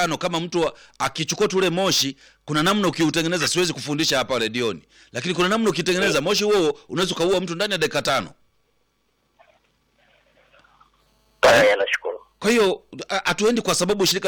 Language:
Swahili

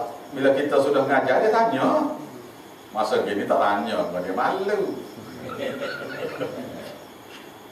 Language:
Malay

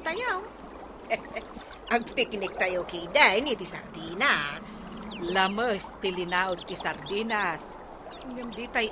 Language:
Iloko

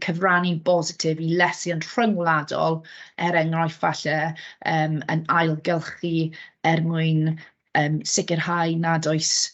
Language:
Welsh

